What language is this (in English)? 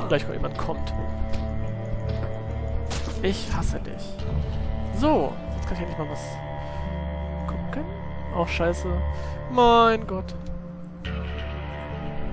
German